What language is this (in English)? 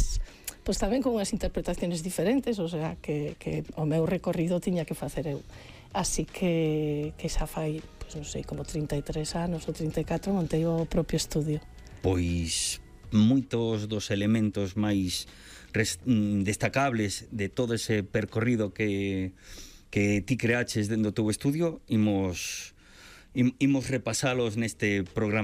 Galician